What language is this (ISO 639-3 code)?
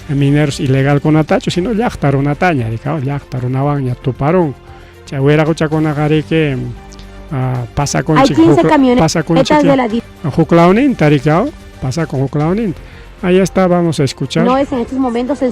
quy